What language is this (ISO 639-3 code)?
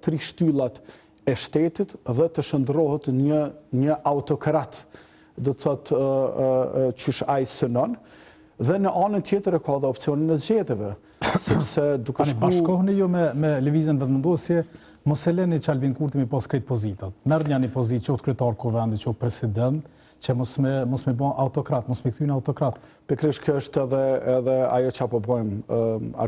sqi